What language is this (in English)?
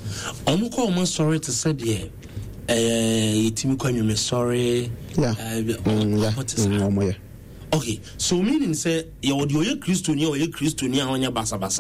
Akan